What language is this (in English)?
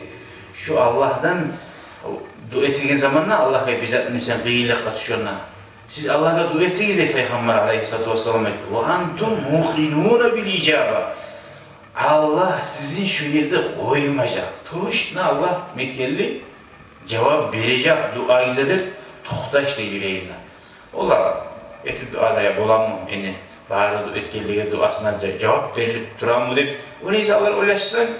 Kumyk